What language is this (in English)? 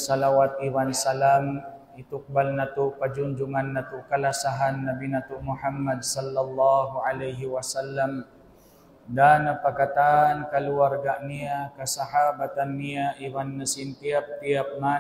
Tausug